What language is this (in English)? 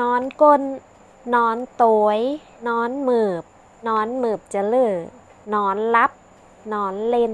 Northern Thai